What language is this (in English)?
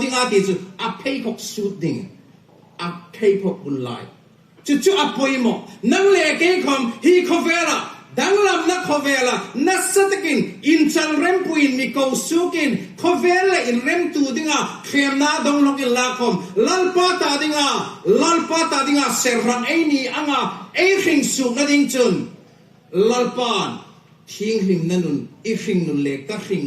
Hmar